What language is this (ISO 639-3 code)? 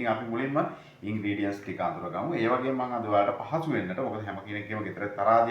sin